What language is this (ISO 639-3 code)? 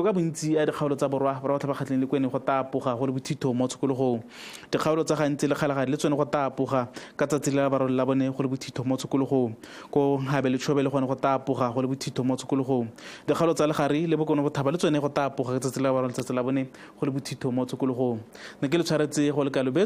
tsn